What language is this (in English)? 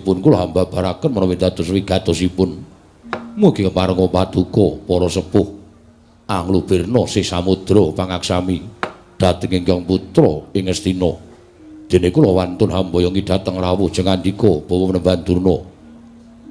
Javanese